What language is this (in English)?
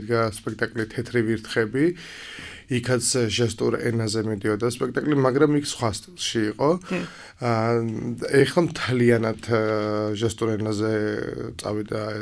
Georgian